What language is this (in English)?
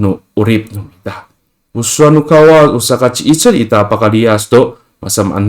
Amis